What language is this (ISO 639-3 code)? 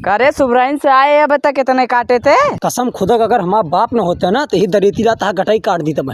awa